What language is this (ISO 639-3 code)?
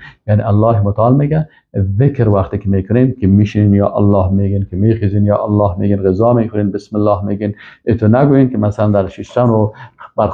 fas